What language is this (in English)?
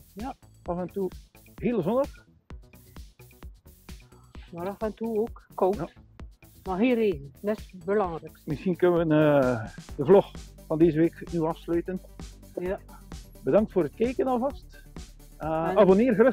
Dutch